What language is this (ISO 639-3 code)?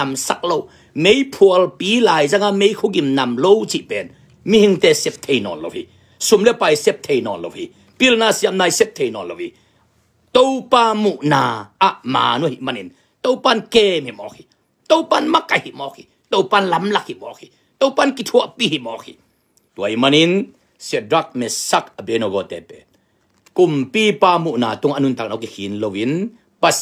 ctd